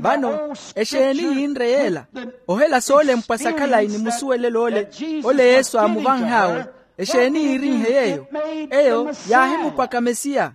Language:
Makhuwa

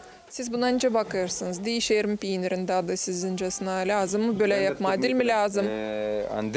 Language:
Gagauz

